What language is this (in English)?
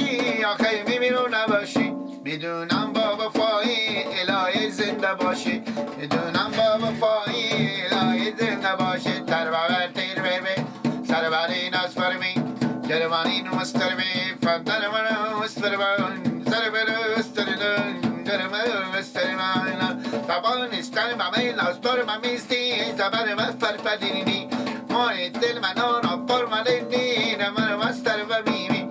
Persian